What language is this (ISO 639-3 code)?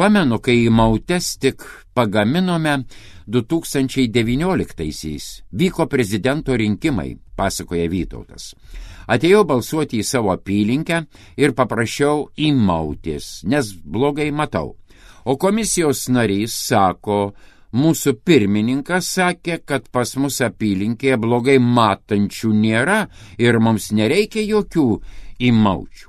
lit